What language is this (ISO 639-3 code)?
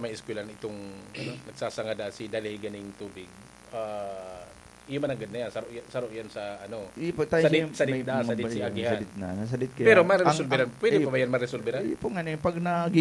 bik